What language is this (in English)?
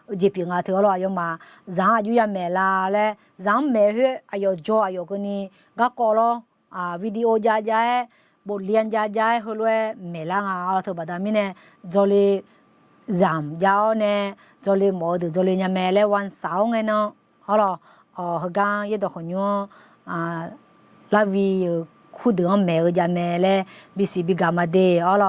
Akha